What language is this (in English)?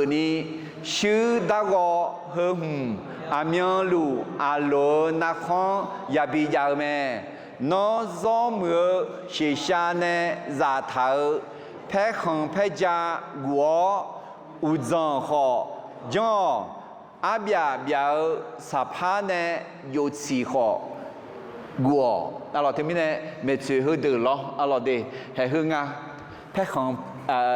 Akha